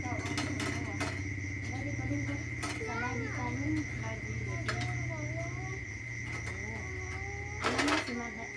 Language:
Northeastern Thai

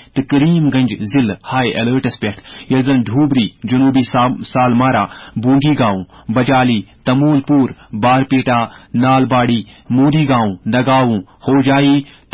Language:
Kashmiri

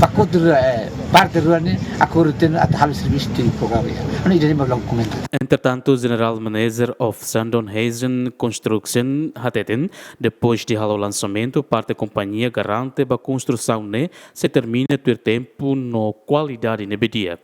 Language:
Tetum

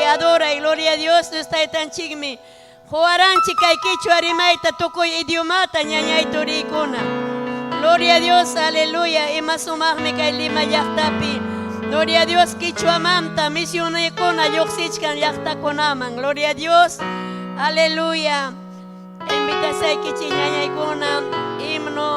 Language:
Ayacucho Quechua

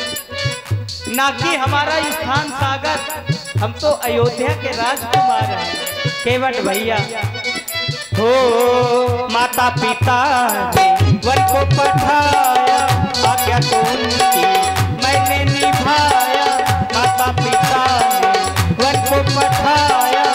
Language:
Hindi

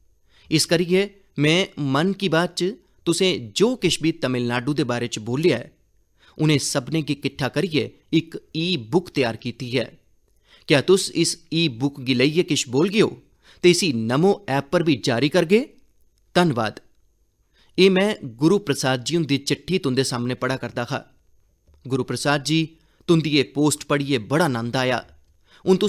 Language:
Dogri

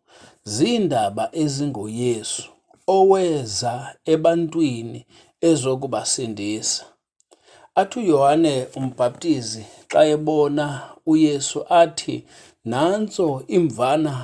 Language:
Xhosa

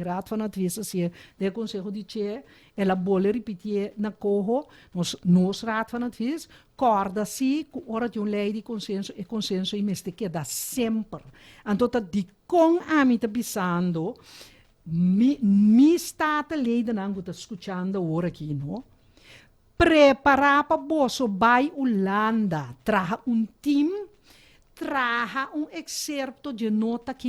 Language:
Papiamento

